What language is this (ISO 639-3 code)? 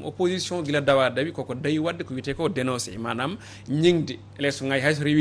ful